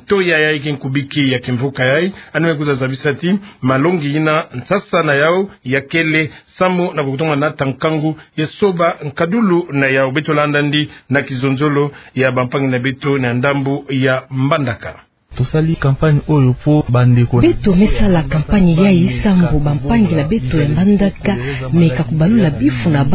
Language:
Kituba (Democratic Republic of Congo)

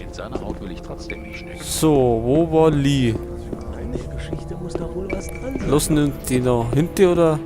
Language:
Bavarian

